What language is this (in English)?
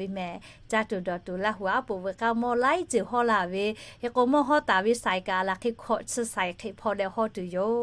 Lahu